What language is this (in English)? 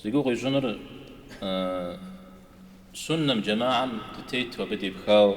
Kabardian